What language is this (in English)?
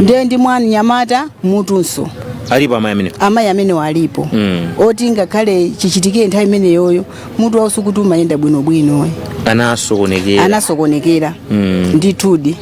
Nyanja